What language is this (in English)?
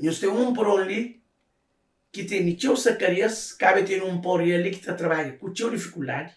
Kabuverdianu